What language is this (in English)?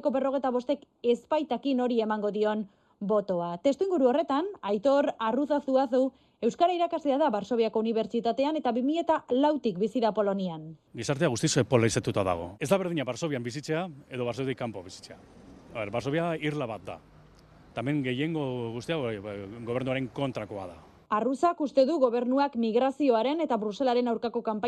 Basque